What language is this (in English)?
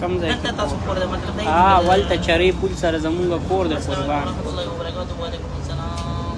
Pashto